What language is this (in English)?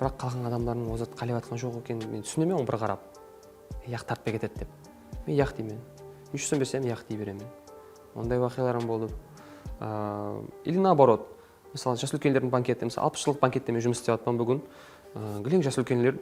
Kara-Kalpak